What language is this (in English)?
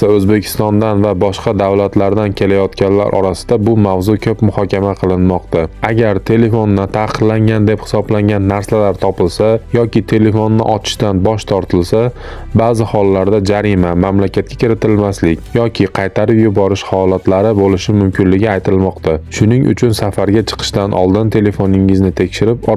Uzbek